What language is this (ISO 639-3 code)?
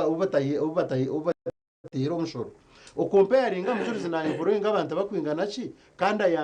nyn